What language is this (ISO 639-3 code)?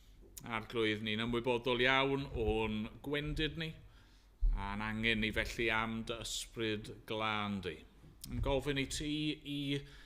cym